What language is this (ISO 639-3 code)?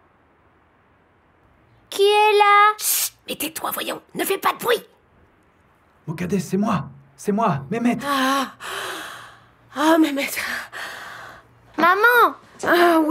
fra